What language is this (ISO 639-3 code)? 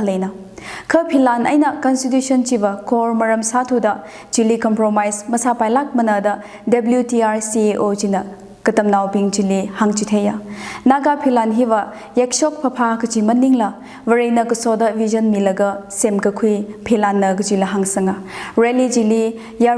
nmf